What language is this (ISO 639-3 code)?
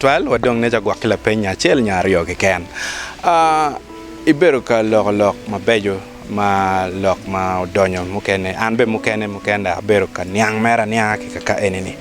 ach